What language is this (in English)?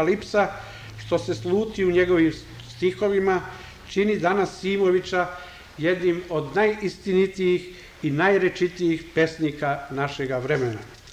Serbian